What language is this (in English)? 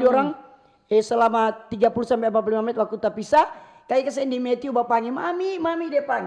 Manado Malay